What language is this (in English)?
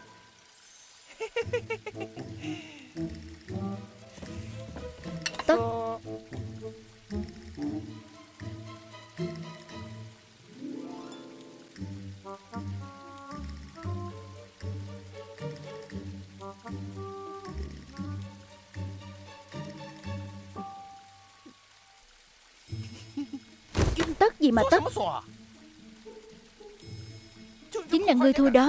Vietnamese